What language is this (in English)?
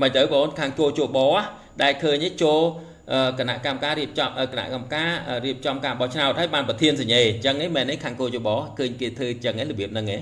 Khmer